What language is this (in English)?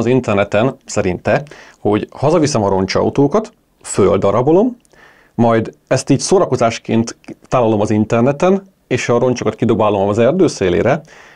Hungarian